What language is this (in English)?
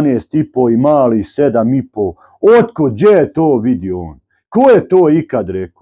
Bosnian